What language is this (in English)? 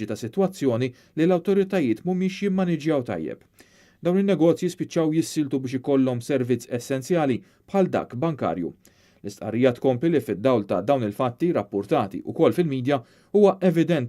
Maltese